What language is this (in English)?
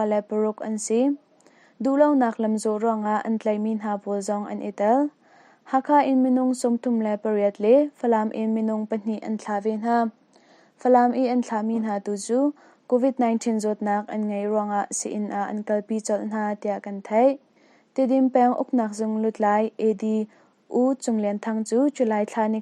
Hakha Chin